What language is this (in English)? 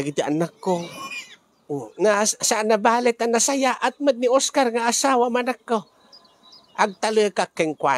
Iloko